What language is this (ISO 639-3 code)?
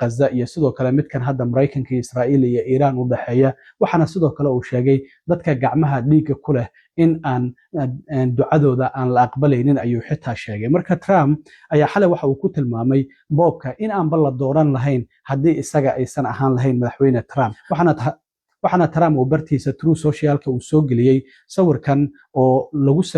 som